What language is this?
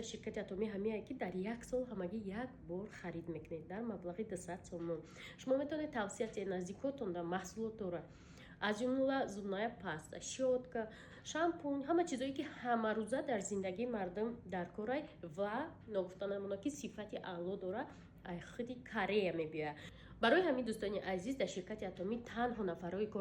Tajik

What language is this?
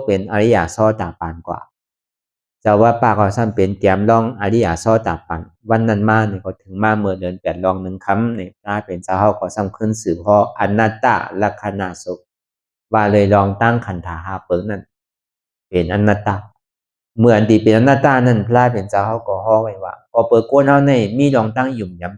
Shan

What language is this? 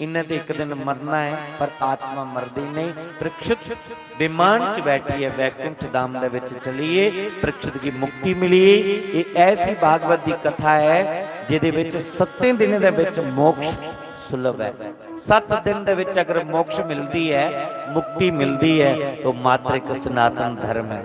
Dogri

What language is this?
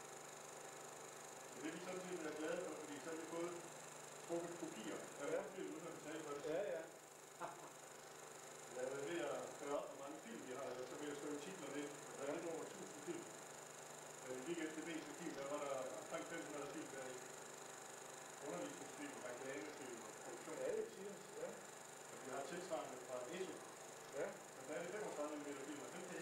Danish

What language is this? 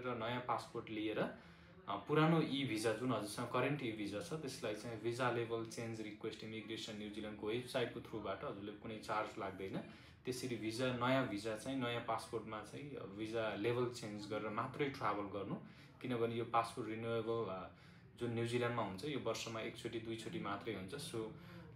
Nepali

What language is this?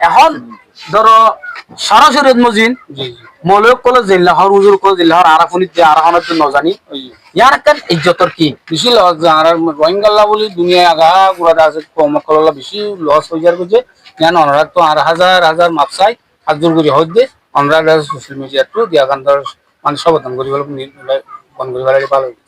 Rohingya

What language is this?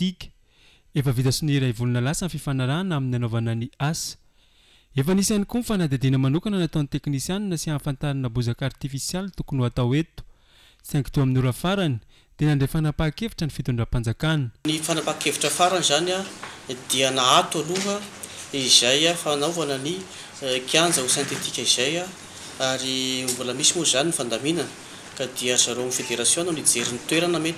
Malagasy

